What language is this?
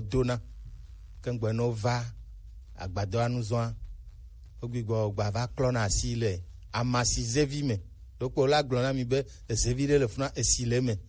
Gen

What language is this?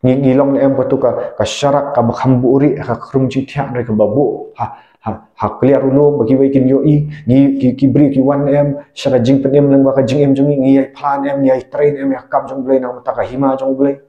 Khasi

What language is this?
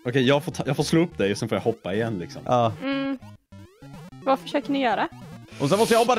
Swedish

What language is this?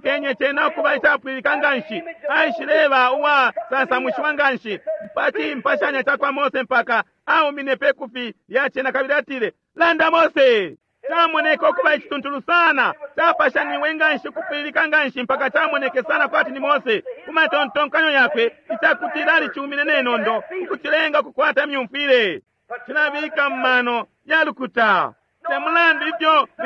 Bemba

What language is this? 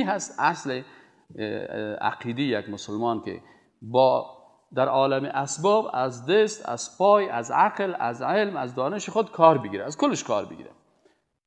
Persian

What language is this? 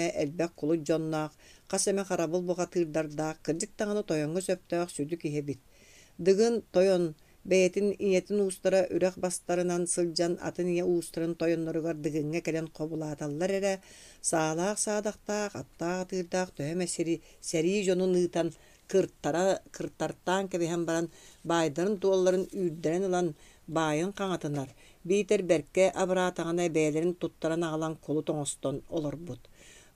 Yakut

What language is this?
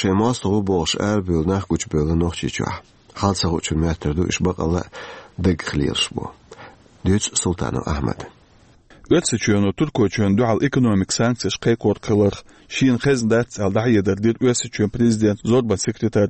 Chechen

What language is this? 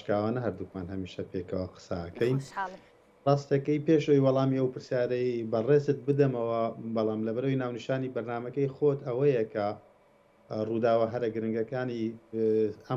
Central Kurdish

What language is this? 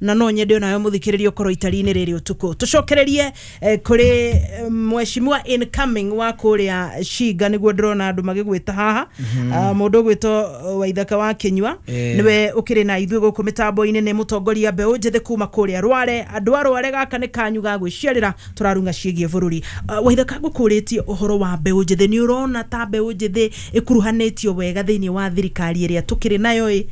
Kikuyu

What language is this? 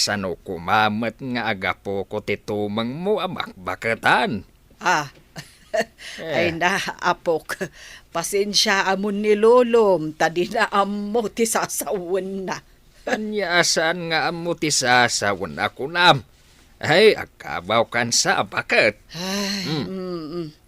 Iloko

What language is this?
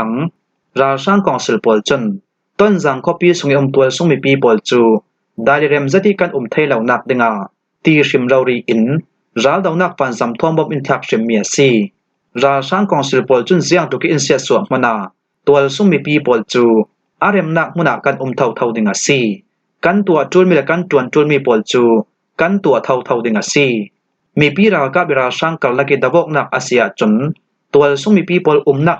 Falam Chin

